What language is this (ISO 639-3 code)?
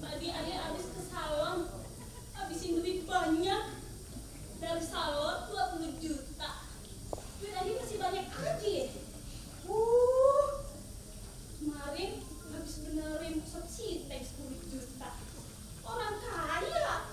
bew